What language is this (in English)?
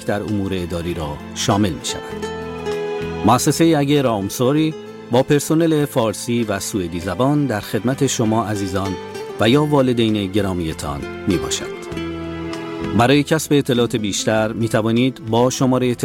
Persian